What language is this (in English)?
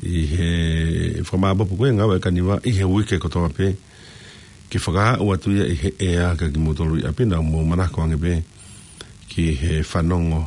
Tongan